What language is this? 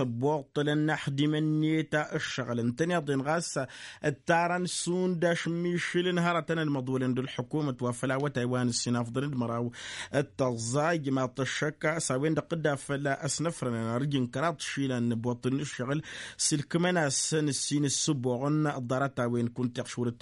Tamasheq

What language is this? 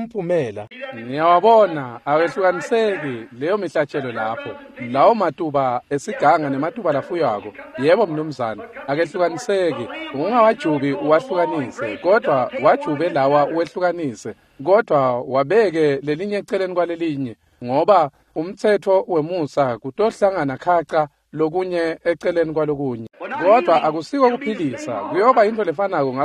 Swati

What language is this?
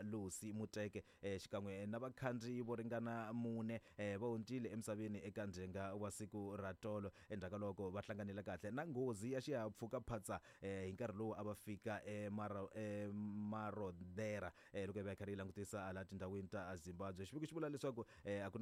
Tsonga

